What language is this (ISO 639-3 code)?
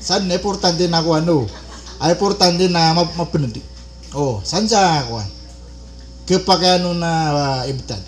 mrw